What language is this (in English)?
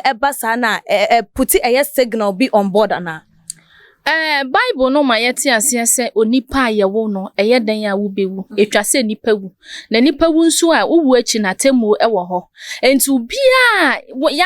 Akan